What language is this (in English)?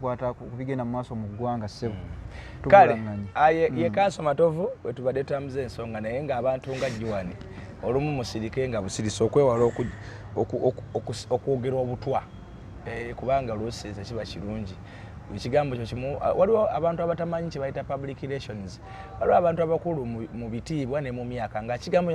Ganda